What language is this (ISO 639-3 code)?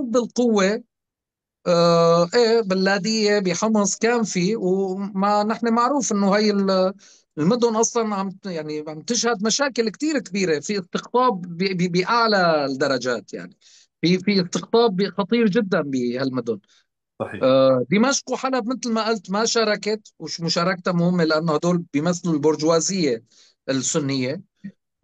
apc